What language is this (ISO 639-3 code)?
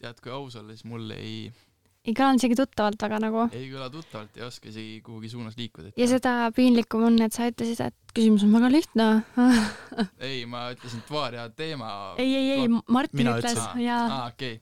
est